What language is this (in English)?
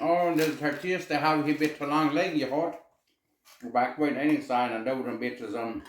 Plautdietsch